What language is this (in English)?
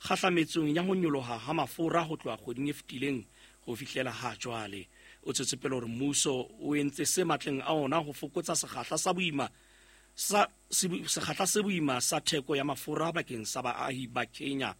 Southern Sotho